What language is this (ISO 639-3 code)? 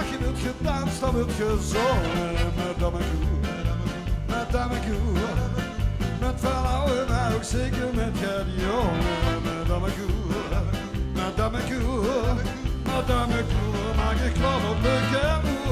lim